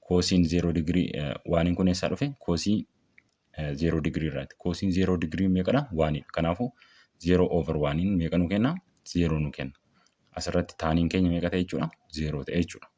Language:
Oromo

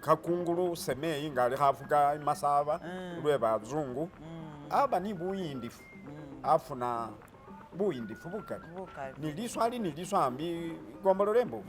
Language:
Masaaba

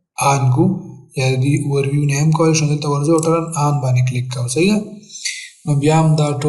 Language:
Pashto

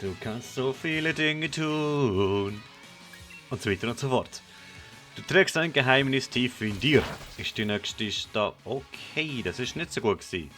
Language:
Swiss German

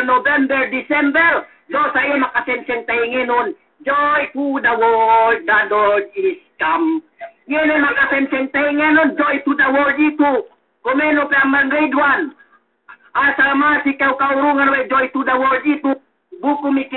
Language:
Yakan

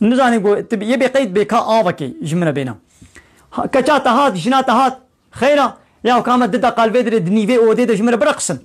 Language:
Kurdish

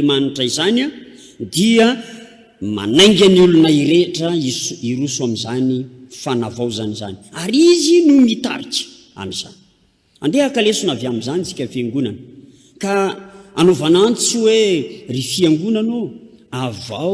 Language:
Malagasy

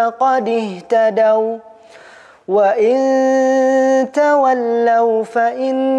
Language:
Arabic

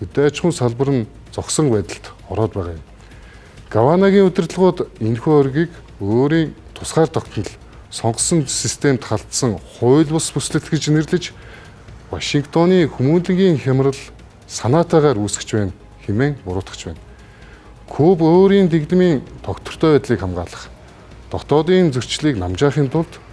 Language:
Mongolian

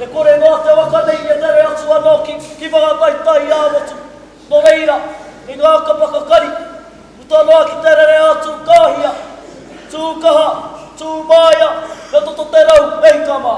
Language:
Māori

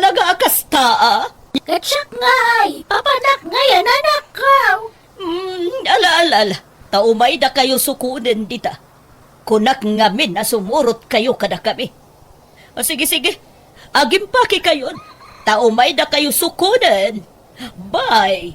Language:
Iloko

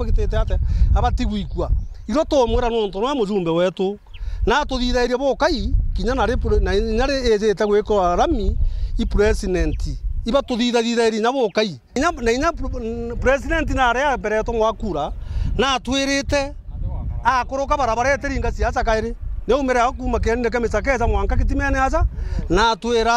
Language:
Meru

